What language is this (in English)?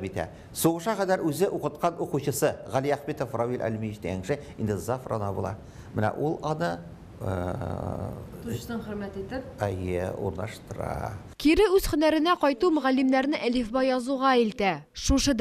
Tatar